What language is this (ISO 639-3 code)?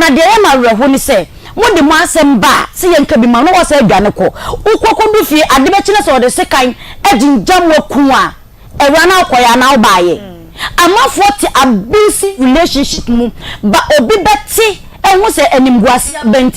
aka